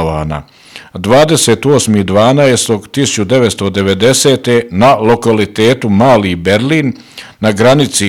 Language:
Bosnian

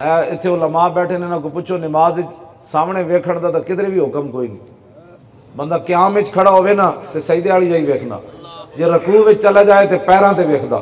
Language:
Western Panjabi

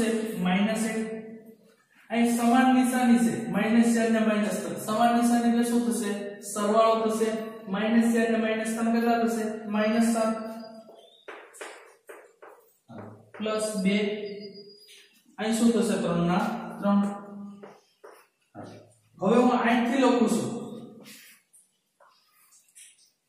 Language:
Gujarati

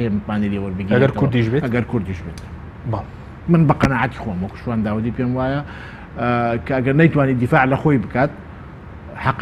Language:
Central Kurdish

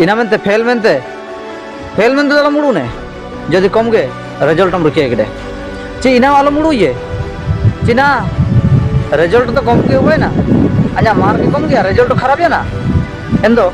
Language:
Ho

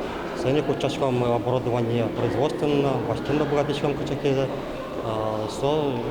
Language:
Udmurt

